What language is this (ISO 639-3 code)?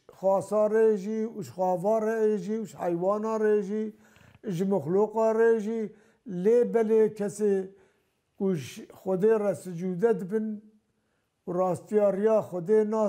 kur